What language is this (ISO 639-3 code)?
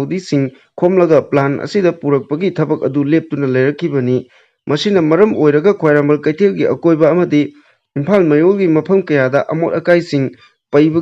mni